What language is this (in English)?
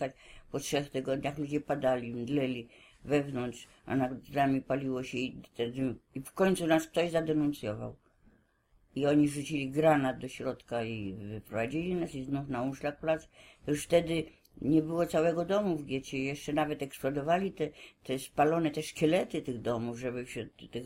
Polish